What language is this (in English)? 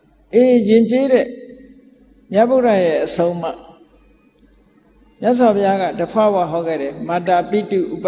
Burmese